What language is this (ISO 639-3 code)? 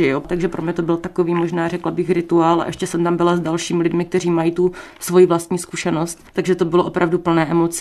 ces